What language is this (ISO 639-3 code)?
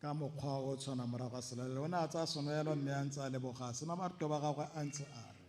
tsn